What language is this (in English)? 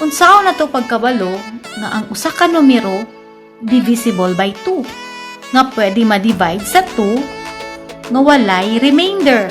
Cebuano